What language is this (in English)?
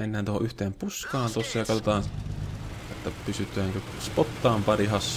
Finnish